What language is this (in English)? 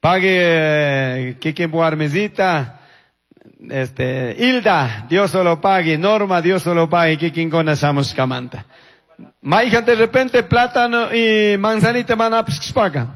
Chimborazo Highland Quichua